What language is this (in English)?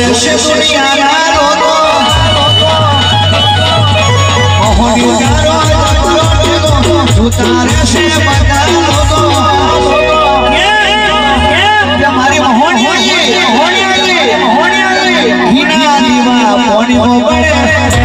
Gujarati